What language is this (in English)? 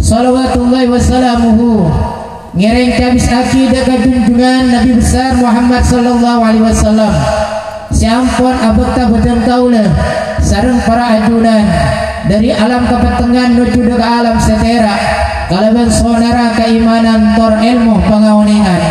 Madurese